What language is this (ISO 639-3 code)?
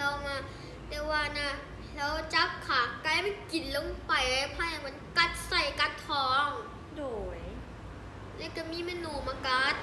lao